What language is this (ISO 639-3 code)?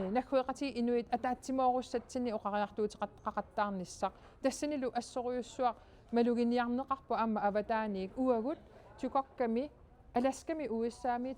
kal